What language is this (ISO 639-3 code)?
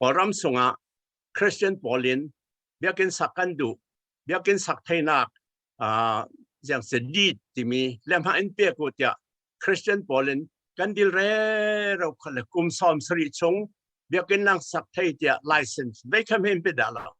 cfm